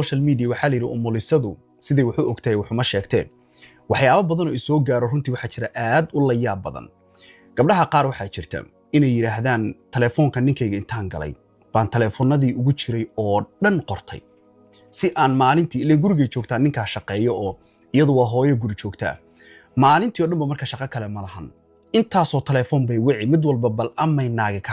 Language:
Somali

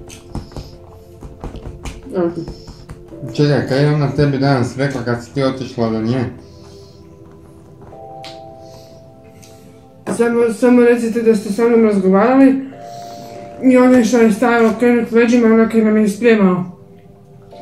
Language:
Croatian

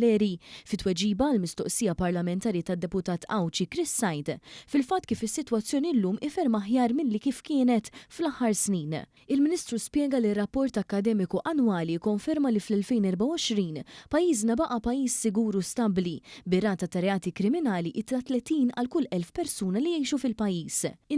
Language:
Maltese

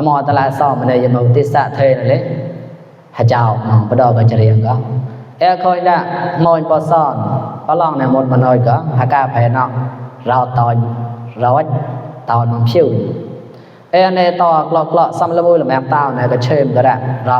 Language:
Mon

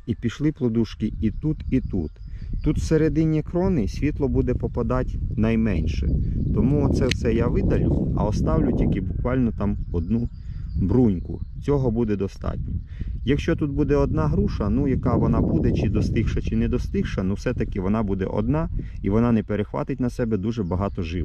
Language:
Ukrainian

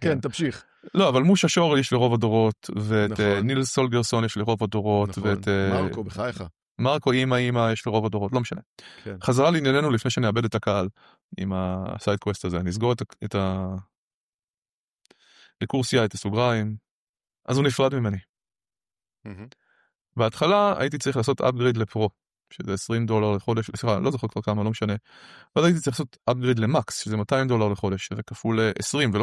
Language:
Hebrew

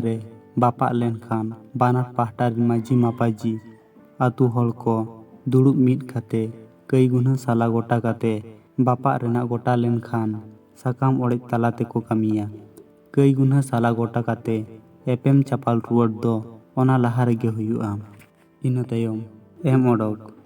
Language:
Santali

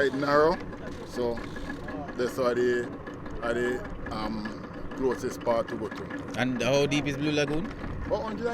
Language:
Jamaican Creole English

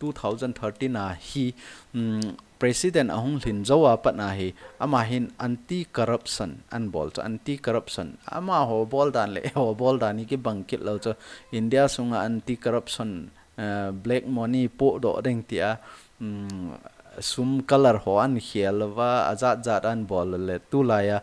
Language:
Thado Chin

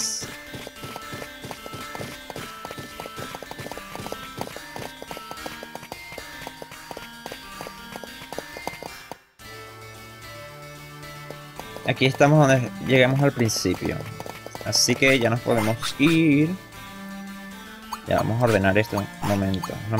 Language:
Spanish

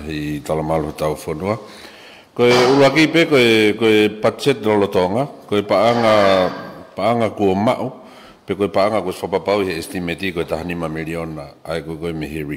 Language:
Tongan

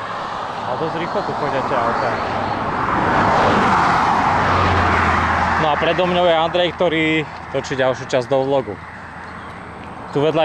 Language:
Slovak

